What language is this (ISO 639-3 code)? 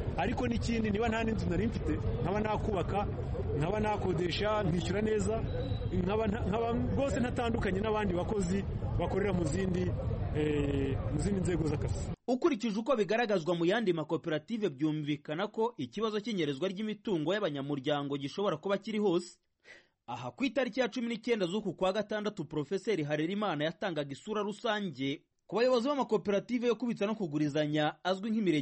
kin